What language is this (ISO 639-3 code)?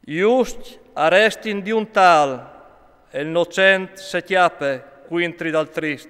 fur